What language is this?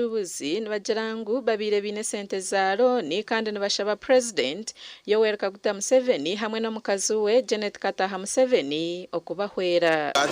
Nyankole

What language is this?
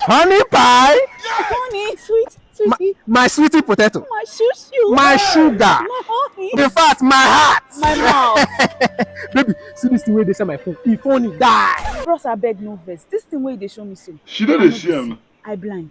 Nigerian Pidgin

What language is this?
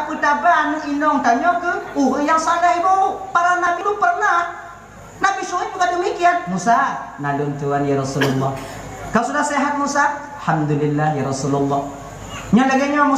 Achinese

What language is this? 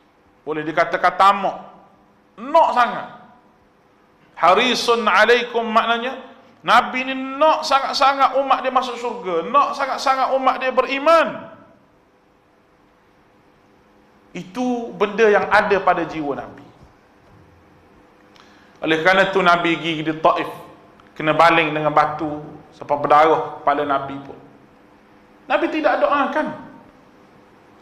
Malay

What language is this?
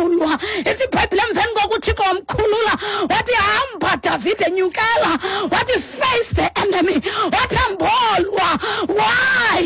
Xhosa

